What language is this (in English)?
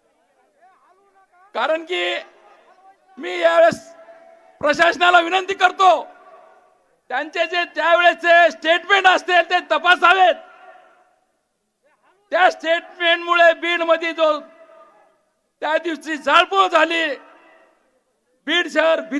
Marathi